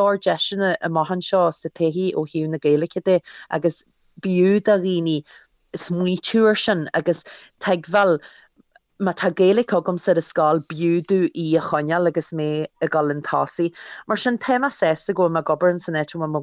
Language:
Irish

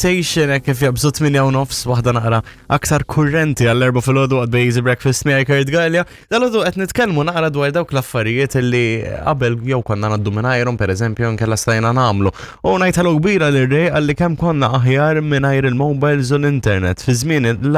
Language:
Maltese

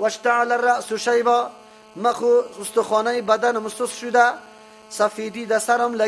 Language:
Persian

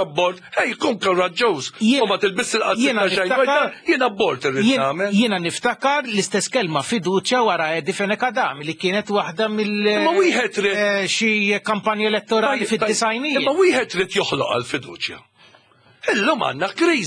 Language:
Maltese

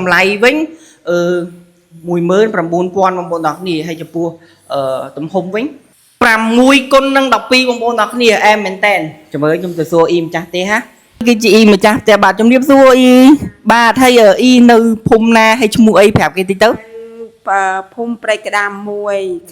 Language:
Khmer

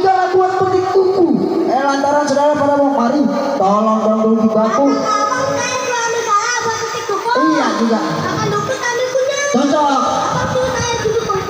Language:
Betawi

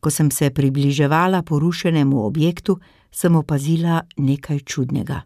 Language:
Slovenian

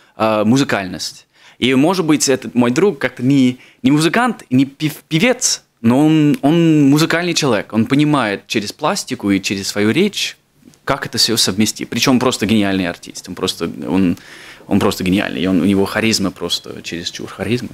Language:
Russian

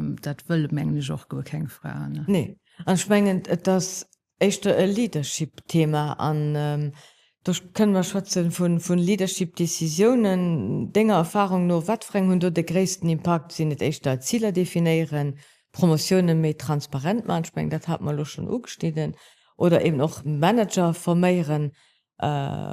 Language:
Luxembourgish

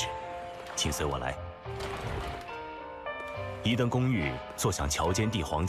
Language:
Chinese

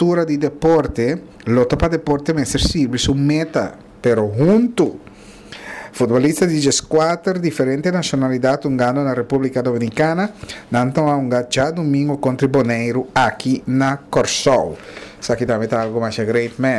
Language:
Papiamento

